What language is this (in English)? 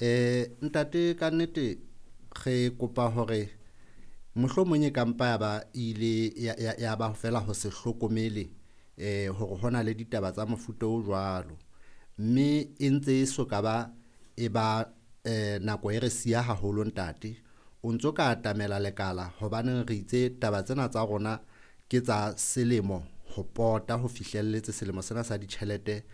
Southern Sotho